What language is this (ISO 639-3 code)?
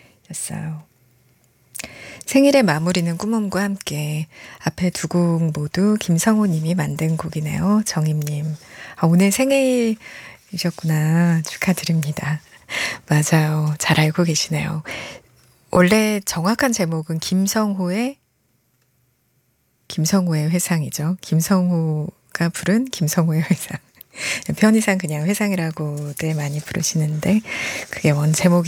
kor